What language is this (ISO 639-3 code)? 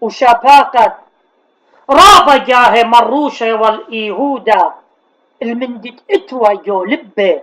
aii